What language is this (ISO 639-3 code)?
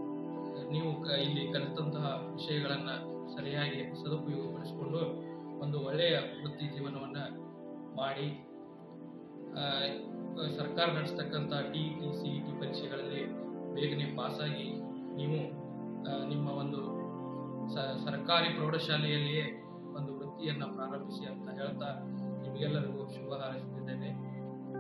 kan